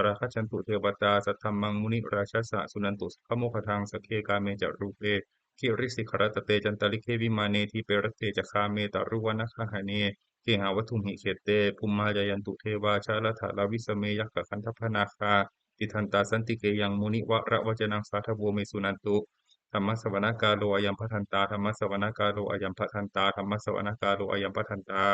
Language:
Pali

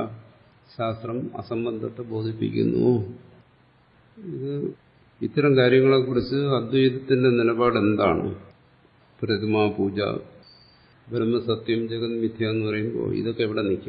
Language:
Malayalam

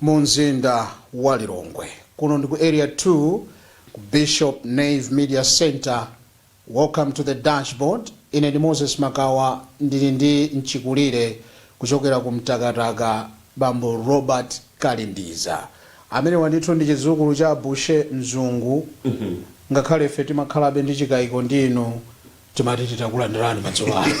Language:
Nyanja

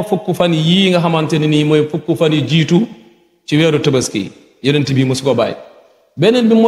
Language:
Wolof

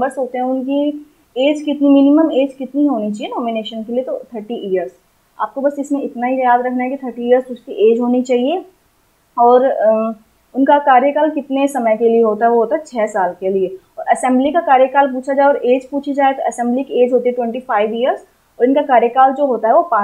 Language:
Hindi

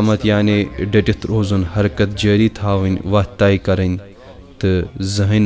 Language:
Kashmiri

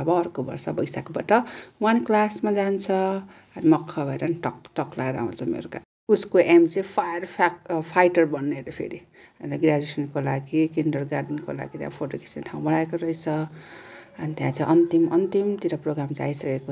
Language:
Nepali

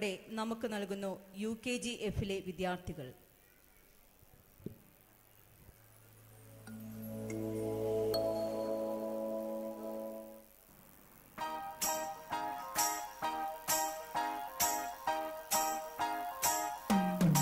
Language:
Malayalam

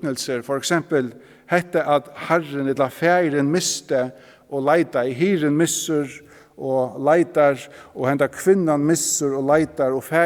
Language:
Faroese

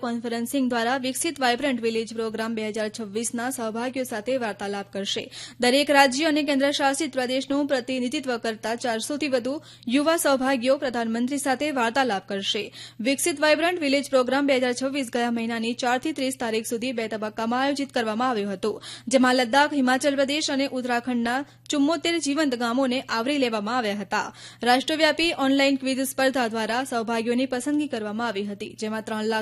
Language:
Gujarati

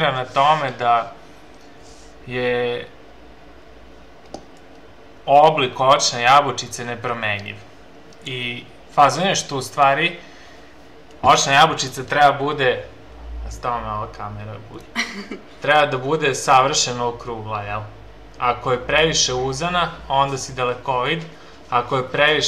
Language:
Serbian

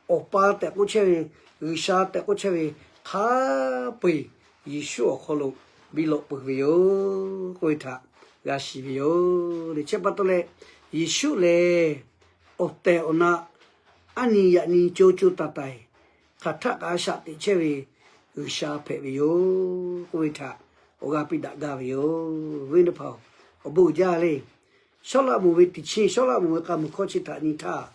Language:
Lahu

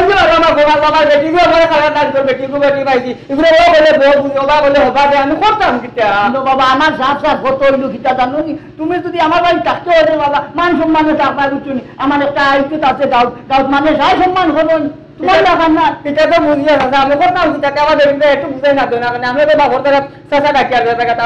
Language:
Sylheti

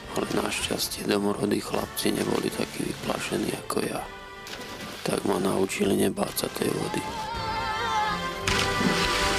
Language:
Slovak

